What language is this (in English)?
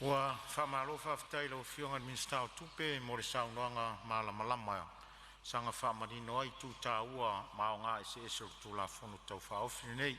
Samoan